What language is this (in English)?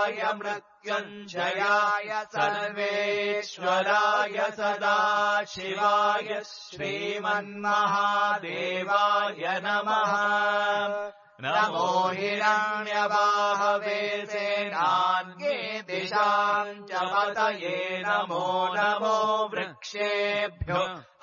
Sanskrit